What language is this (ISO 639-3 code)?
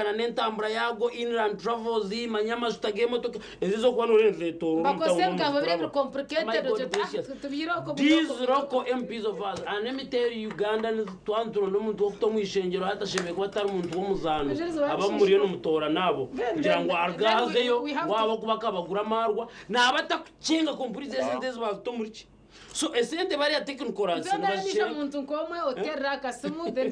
nyn